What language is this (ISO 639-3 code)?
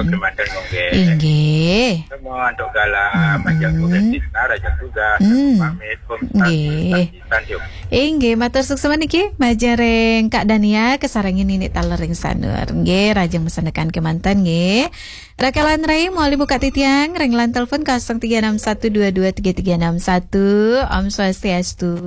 ban